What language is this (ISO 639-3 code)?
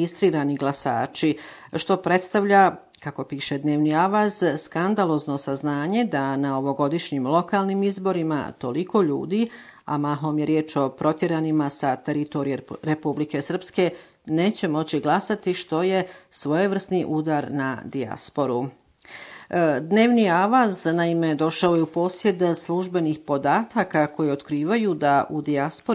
bos